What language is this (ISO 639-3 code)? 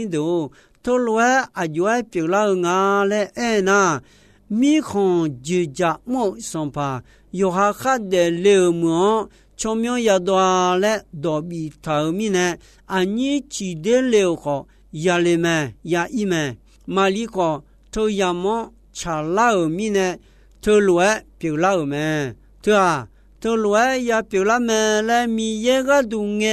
ahk